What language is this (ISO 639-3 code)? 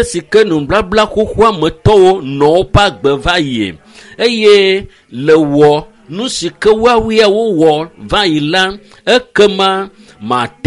ewe